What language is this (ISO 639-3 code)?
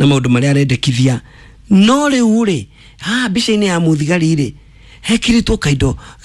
kik